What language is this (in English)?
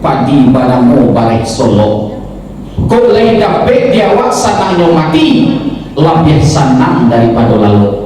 Minangkabau